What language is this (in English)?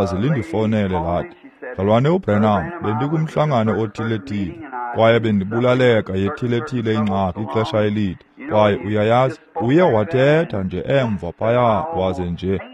Xhosa